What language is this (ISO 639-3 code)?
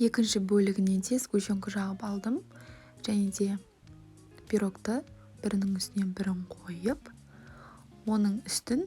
kaz